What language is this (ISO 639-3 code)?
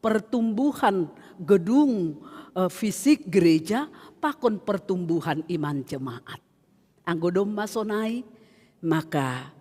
bts